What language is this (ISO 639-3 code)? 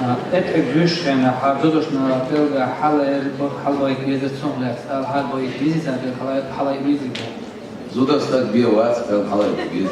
che